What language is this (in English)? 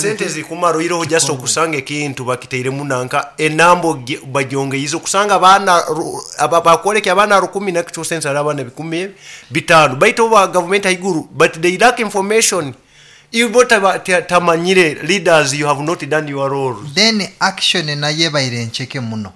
Nyankole